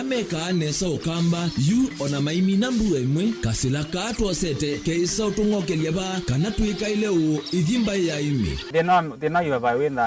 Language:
Kamba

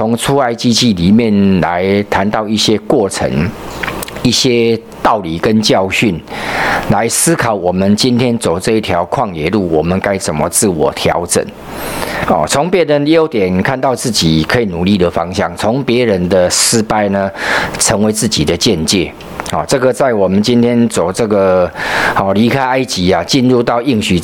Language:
Chinese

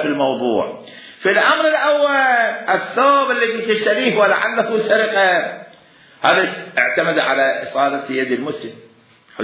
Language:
Mesopotamian Arabic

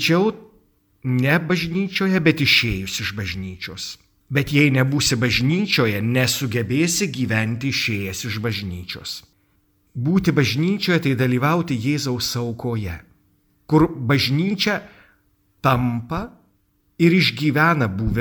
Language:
Lithuanian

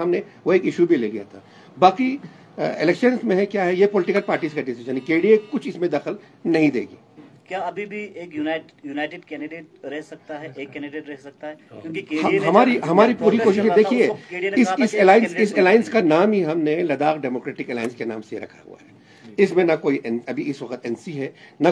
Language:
Hindi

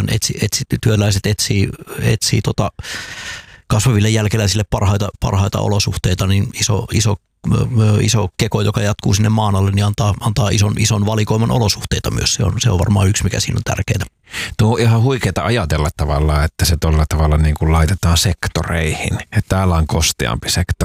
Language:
Finnish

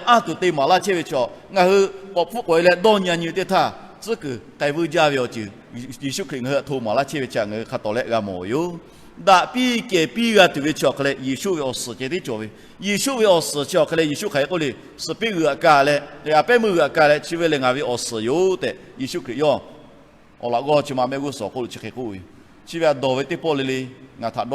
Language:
Lahu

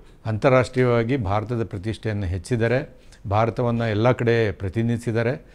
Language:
Kannada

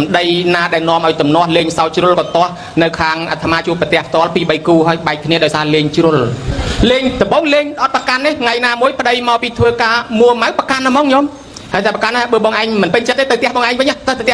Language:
Khmer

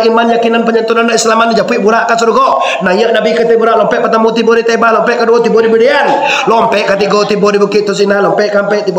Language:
Minangkabau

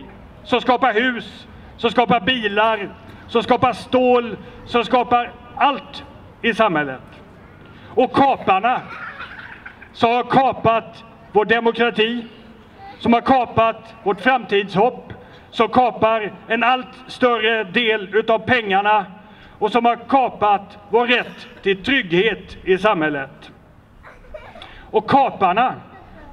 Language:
Swedish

